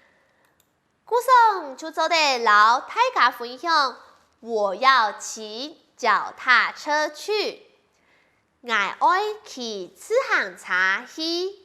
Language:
Hakka Chinese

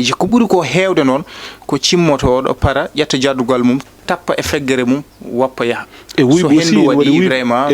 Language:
Fula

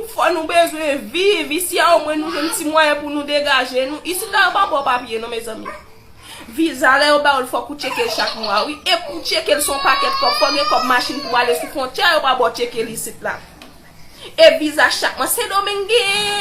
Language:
Haitian Creole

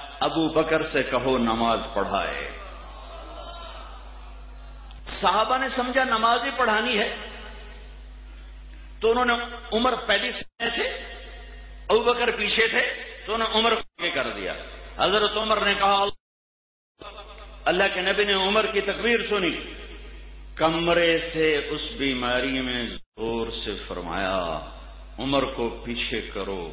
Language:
Urdu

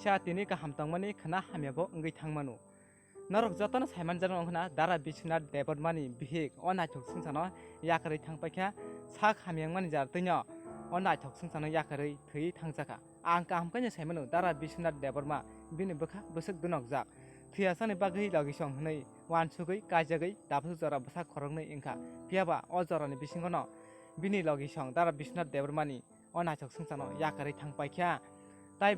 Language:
Kok Borok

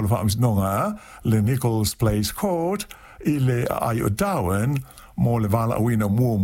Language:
Samoan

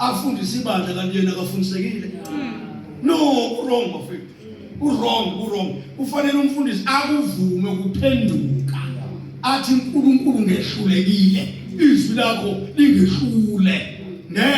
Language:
Zulu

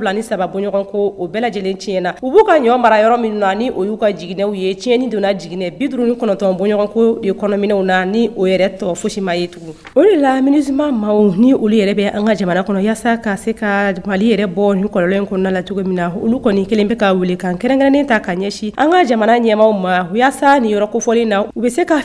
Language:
Bambara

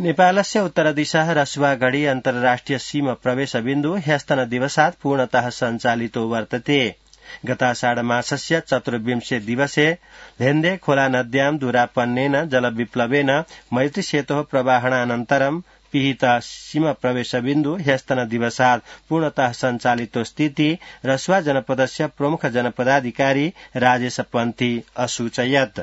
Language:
Sanskrit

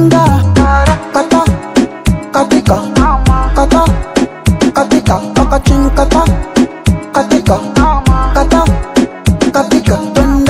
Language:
Swahili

